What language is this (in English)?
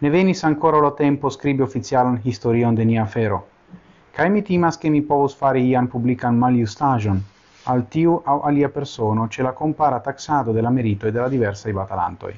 Esperanto